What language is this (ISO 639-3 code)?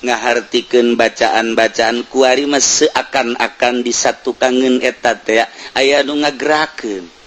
sun